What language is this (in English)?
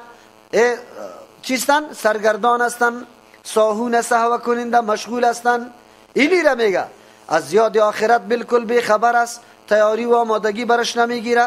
Persian